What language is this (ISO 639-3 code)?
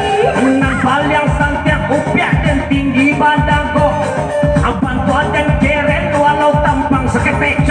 min